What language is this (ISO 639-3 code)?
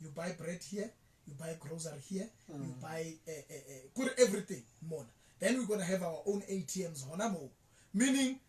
sot